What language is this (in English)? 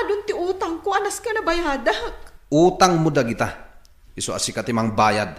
Iloko